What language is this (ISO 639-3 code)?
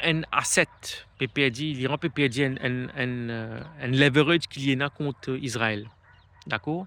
mfe